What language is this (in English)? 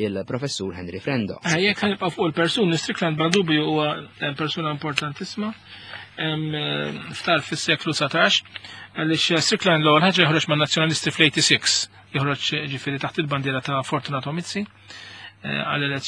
Maltese